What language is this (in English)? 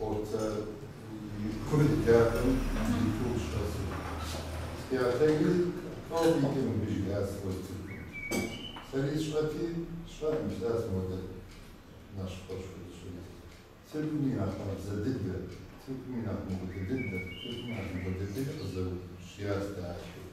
Kabardian